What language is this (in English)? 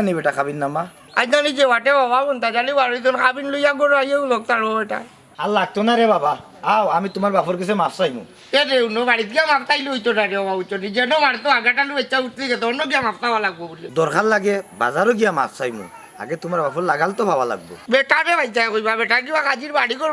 Sylheti